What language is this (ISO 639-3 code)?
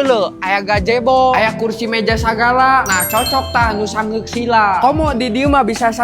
sun